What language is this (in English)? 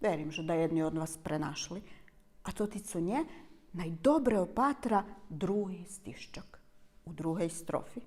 Rusyn